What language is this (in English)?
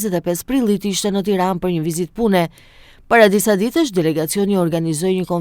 Albanian